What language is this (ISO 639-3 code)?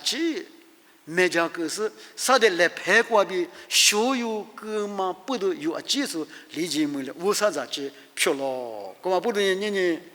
lis